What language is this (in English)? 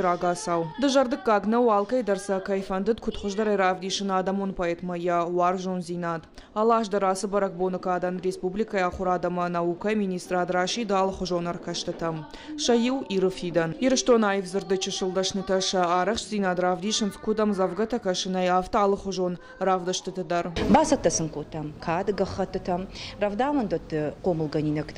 Ossetic